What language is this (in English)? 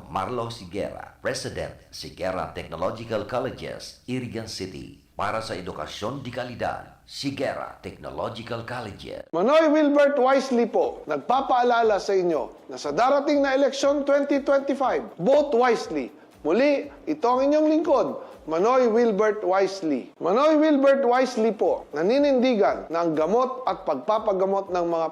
Bikol